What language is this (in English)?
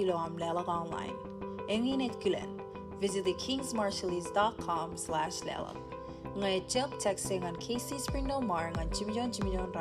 Marshallese